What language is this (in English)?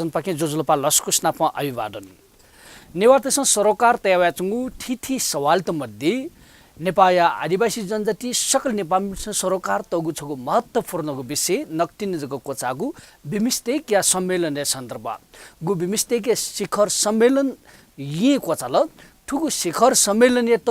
Newari